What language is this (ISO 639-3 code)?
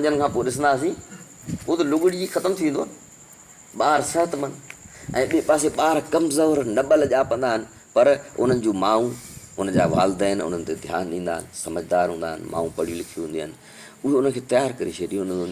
snd